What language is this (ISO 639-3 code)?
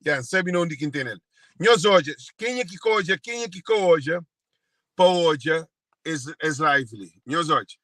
kea